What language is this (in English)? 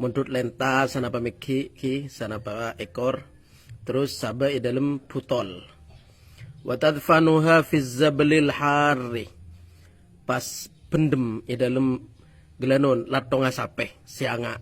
Madurese